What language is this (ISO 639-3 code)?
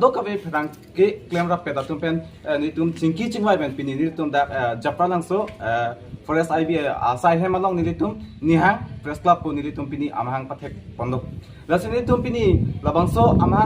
mjw